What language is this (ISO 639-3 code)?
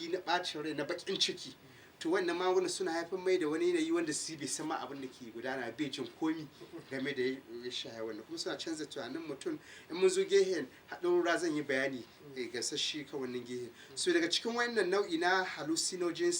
hau